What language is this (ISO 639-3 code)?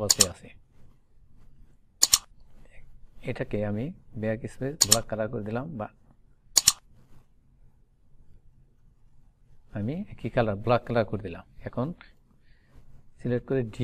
ben